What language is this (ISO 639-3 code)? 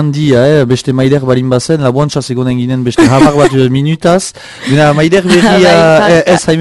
eus